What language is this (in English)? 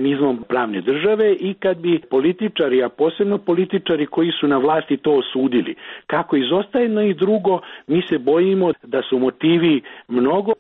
Croatian